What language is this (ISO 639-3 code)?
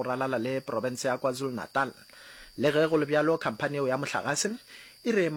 nso